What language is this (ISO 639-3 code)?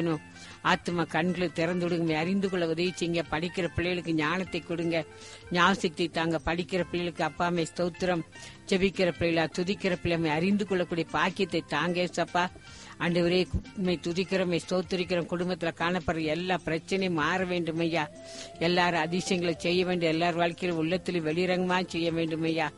tam